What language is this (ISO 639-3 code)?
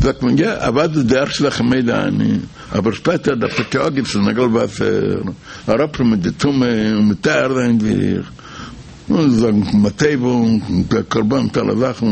yid